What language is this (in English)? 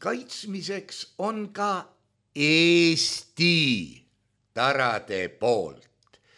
Estonian